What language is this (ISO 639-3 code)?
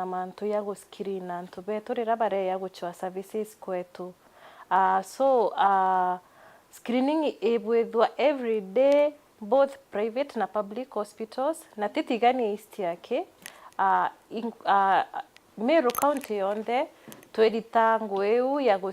mer